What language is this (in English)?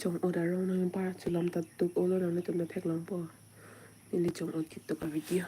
Karbi